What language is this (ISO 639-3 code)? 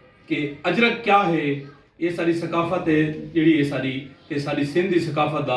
skr